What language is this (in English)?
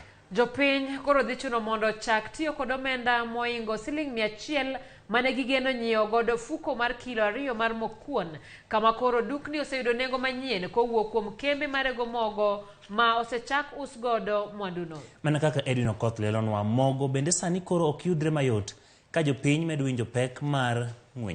Luo (Kenya and Tanzania)